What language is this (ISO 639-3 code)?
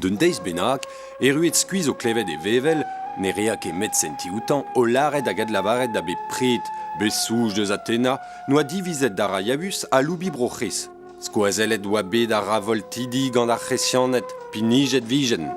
bre